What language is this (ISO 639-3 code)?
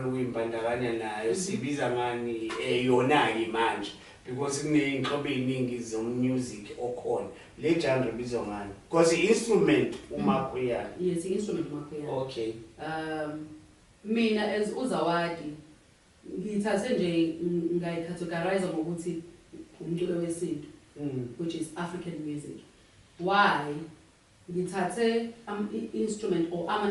zul